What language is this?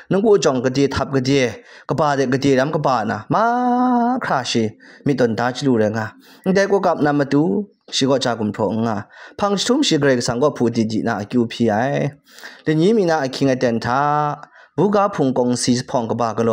Kachin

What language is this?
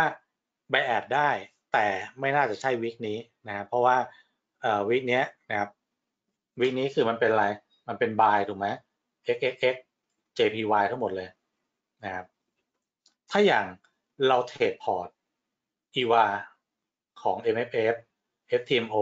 Thai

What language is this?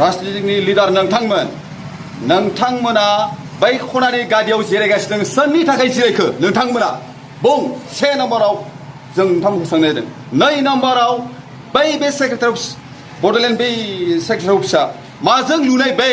Bodo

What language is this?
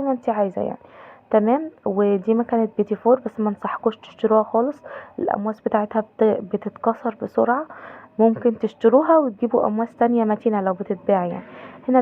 Egyptian Arabic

